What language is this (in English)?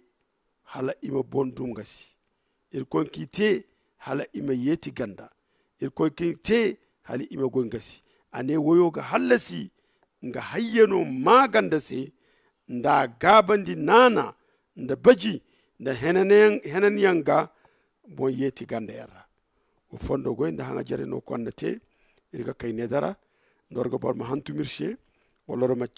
Zarma